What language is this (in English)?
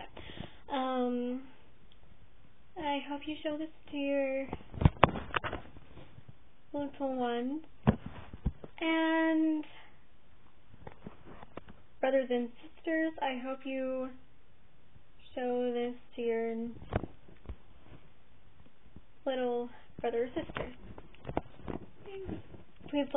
English